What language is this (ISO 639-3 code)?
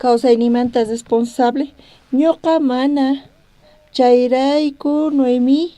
quh